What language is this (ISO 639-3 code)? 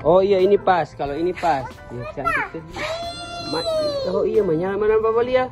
abs